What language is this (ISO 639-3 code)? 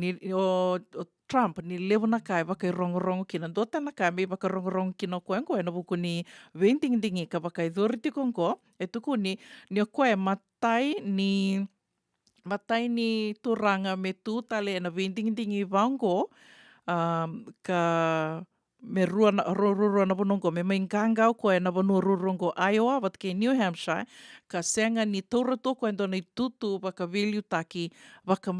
fij